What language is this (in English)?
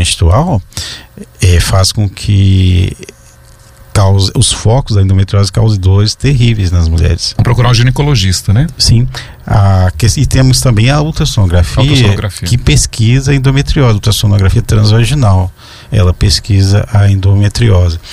Portuguese